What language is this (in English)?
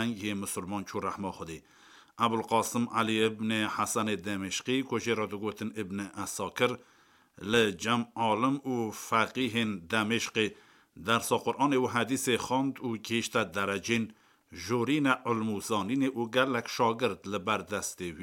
Kurdish